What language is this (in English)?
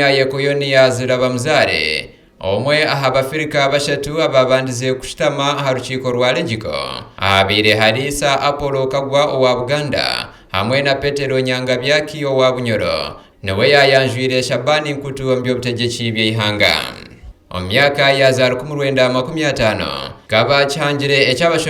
Nyankole